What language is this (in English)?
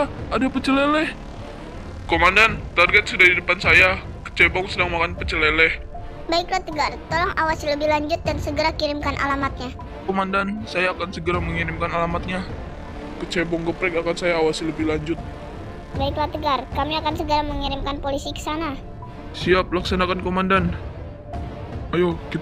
Indonesian